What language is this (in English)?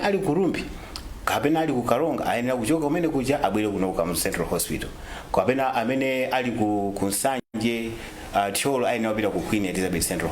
Nyanja